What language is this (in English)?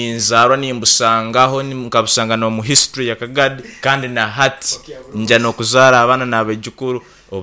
Nyoro